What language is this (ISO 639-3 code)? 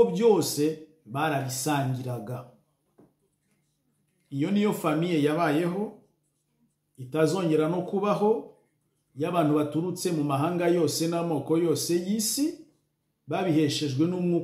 kin